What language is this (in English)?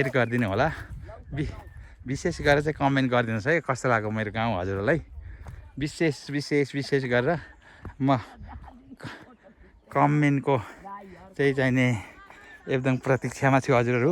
Nepali